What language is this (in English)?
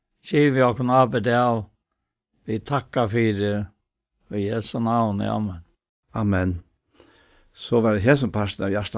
Faroese